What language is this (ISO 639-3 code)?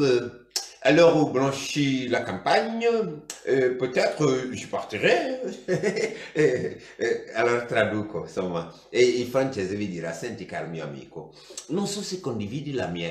ita